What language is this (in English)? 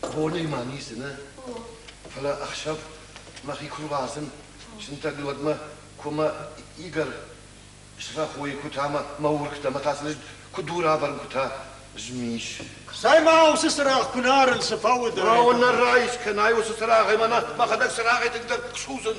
Ossetic